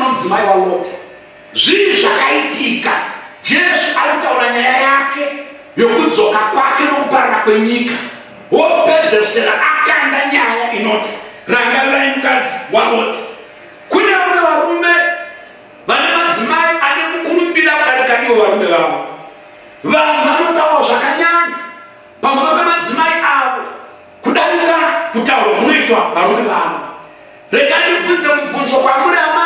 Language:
Shona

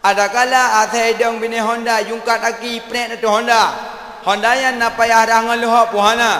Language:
Achinese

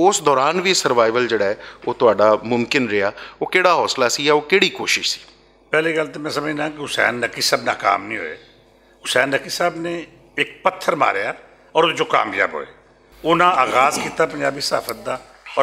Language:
Western Panjabi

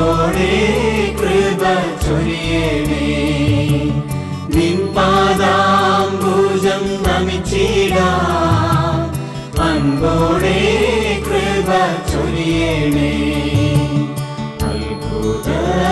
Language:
Malayalam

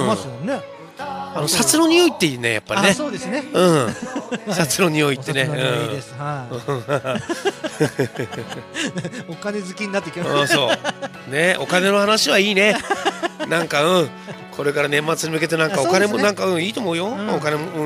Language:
Japanese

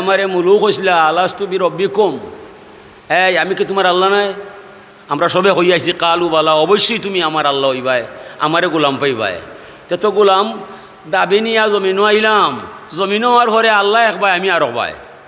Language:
Sylheti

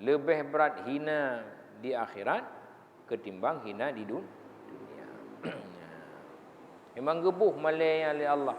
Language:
Achinese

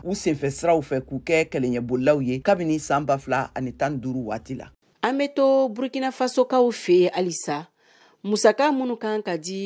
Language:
Bambara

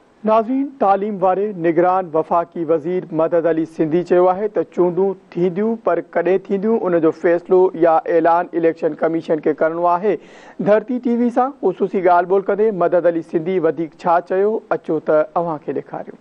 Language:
Sindhi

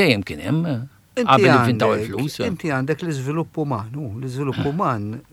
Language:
Maltese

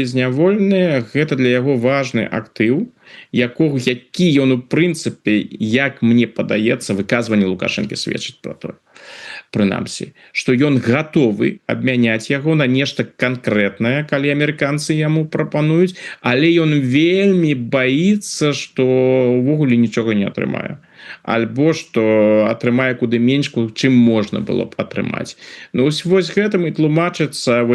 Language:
Belarusian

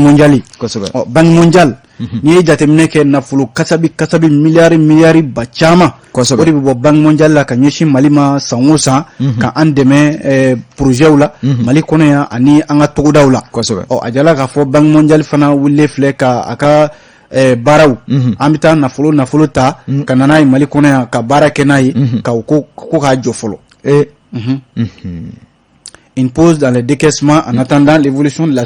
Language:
Bambara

